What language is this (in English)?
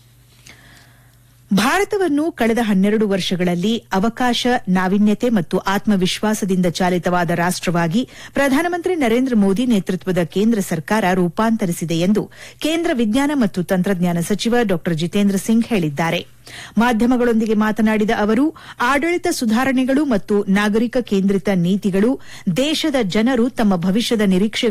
Kannada